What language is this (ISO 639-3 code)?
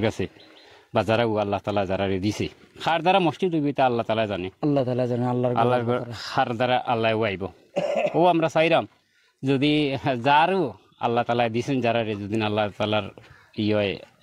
syl